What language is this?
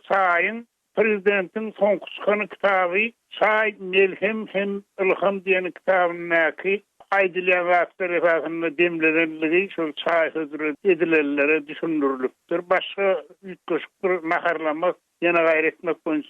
Turkmen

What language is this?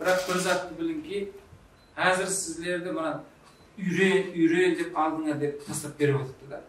Kara-Kalpak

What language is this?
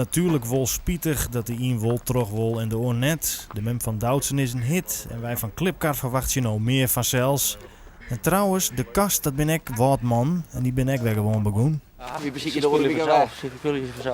Western Frisian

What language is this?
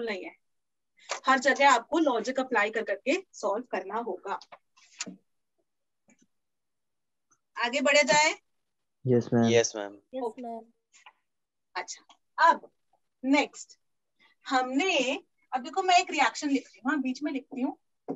Hindi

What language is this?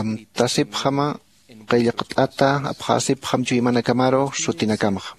Aymara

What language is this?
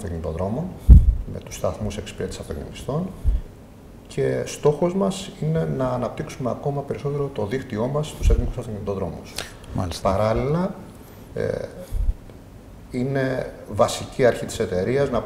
Greek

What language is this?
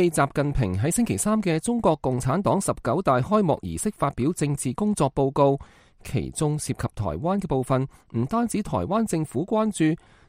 Cantonese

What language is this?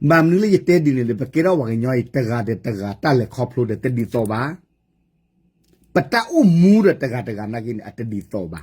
S'gaw Karen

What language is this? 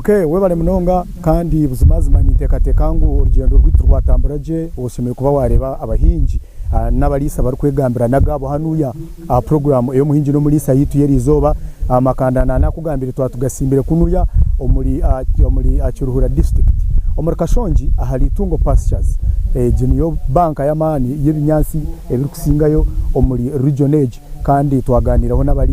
Nyankole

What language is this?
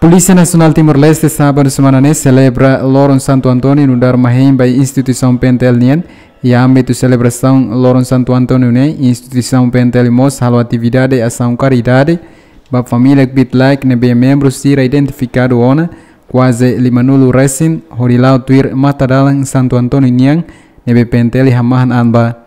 Tetum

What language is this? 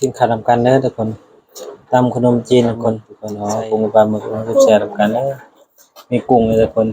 Northeastern Thai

